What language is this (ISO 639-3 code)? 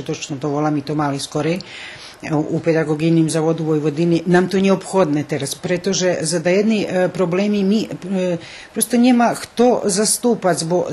rue